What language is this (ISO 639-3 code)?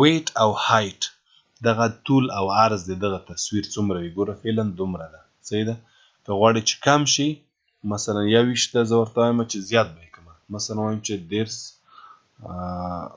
pus